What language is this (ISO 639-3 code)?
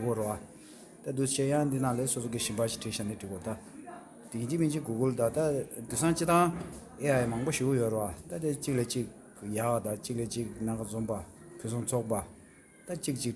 bod